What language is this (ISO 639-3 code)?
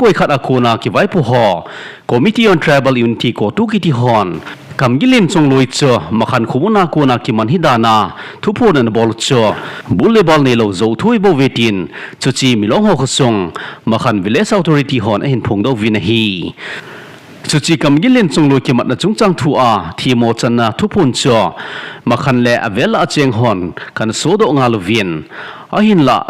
tcz